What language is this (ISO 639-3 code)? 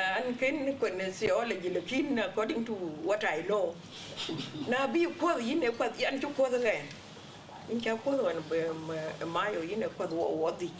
din